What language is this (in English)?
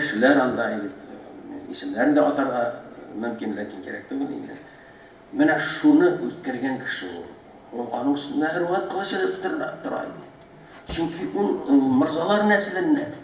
Tatar